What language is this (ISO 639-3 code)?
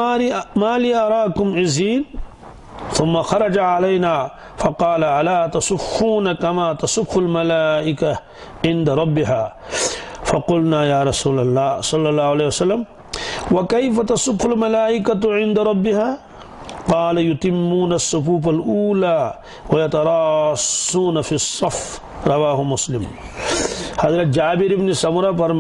kas